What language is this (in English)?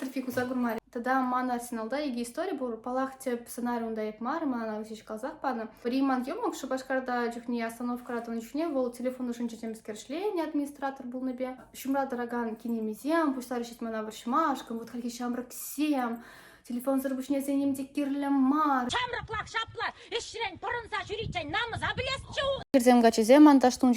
Chuvash